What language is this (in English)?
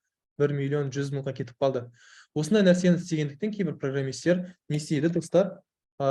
Kazakh